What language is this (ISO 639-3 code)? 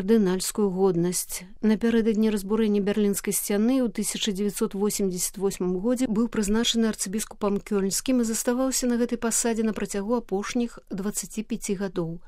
bel